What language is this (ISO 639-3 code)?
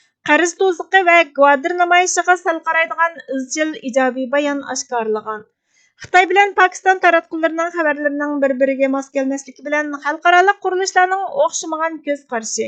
uig